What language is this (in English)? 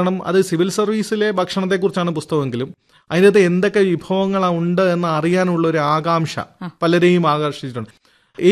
Malayalam